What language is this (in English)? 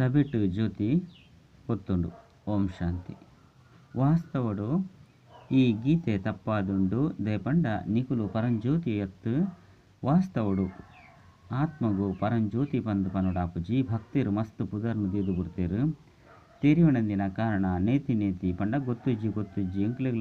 Tulu